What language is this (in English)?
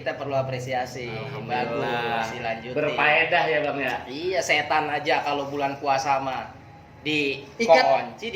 Betawi